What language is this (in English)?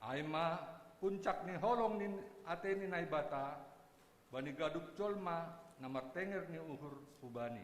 Batak Simalungun